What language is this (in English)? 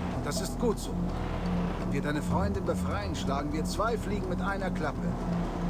Swiss German